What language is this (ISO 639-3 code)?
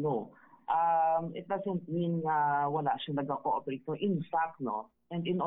hil